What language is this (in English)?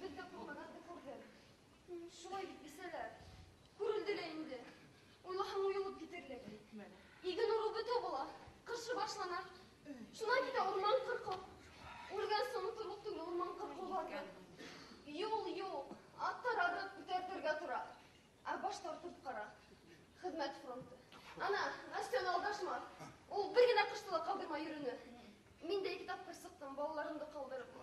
Bashkir